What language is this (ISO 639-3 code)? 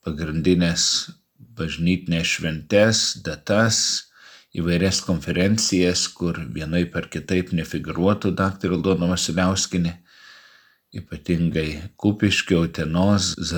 lit